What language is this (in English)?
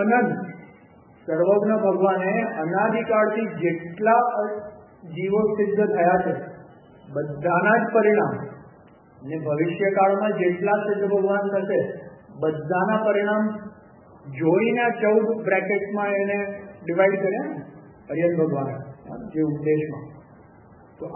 Gujarati